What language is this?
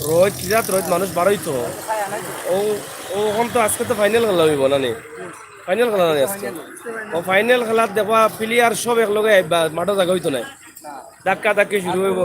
Sylheti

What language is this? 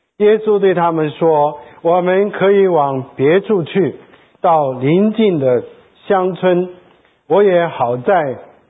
Chinese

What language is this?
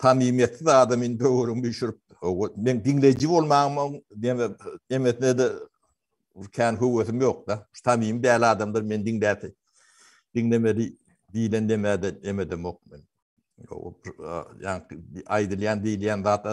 Turkmen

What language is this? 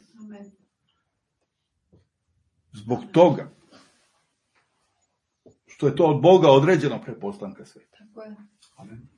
Serbian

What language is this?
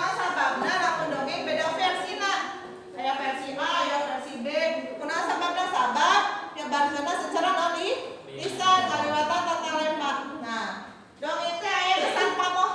Sundanese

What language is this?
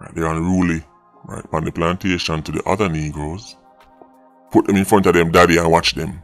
Jamaican Creole English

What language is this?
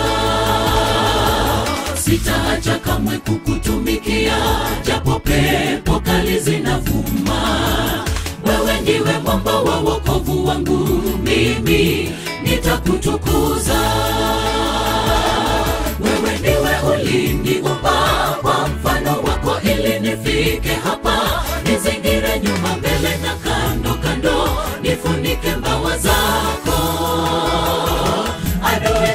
Swahili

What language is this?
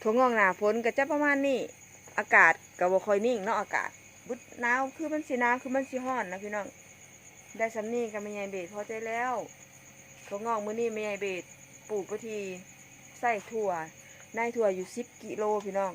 Northeastern Thai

